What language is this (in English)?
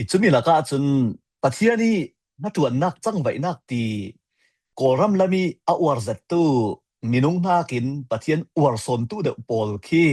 Falam Chin